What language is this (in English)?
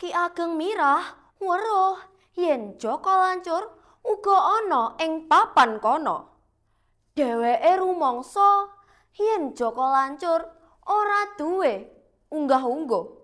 Javanese